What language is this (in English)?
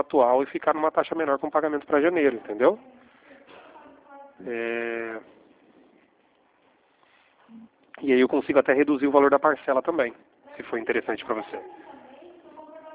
Portuguese